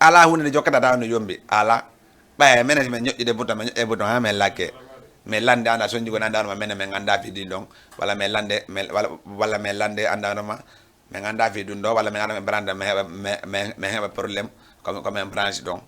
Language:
Fula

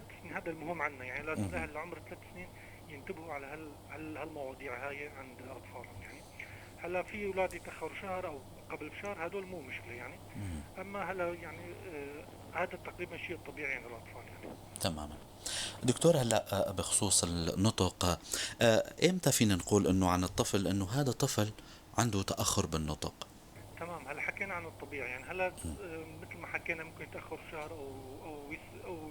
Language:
North Levantine Arabic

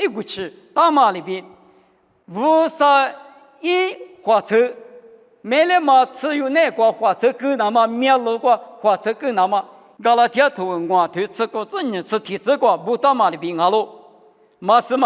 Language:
Lisu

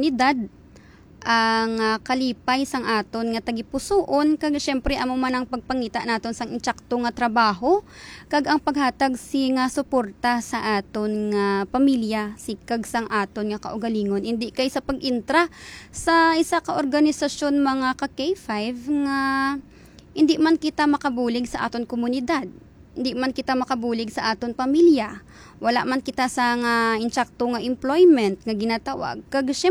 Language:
Hiligaynon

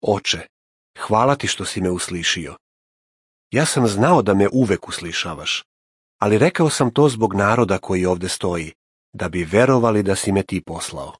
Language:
Serbian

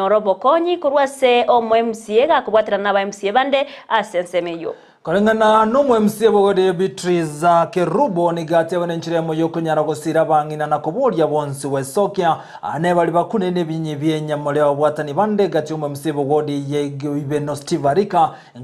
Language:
Gusii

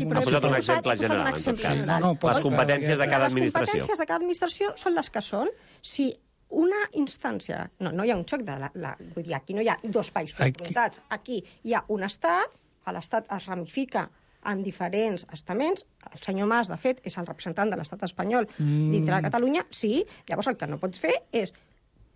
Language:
Catalan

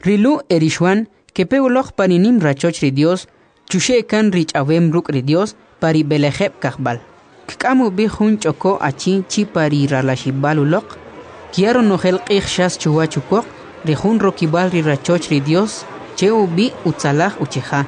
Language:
Kʼicheʼ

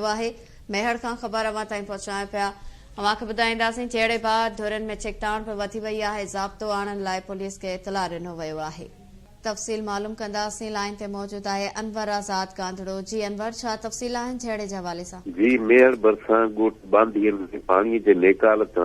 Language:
Sindhi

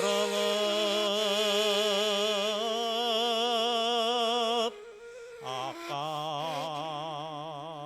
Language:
Bashkir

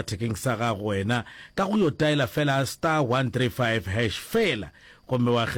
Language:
Northern Sotho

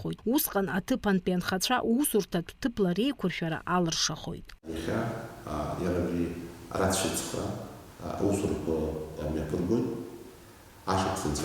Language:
Abkhazian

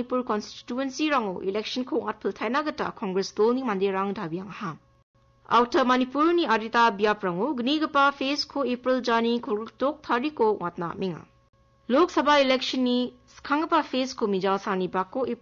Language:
Garo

